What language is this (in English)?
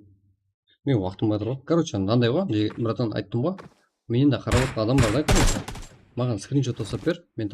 Kara-Kalpak